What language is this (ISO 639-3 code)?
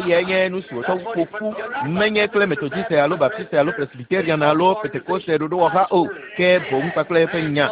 ewe